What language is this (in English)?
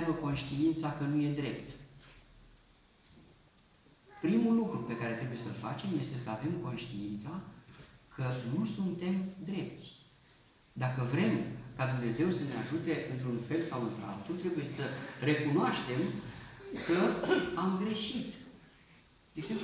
Romanian